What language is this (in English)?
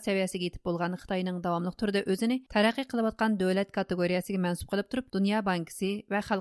Uyghur